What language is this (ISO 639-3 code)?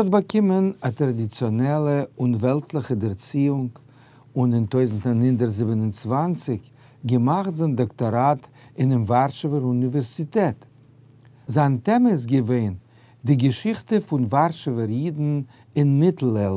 yid